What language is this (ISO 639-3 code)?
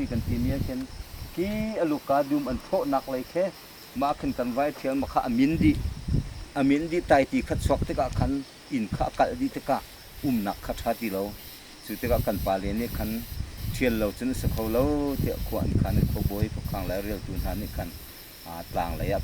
cnh